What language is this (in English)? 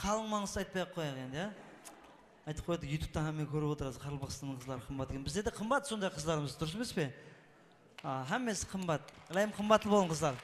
Kara-Kalpak